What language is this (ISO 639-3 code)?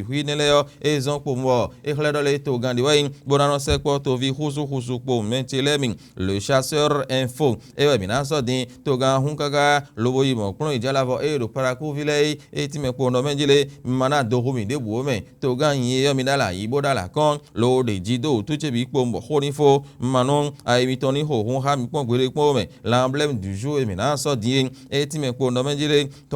fon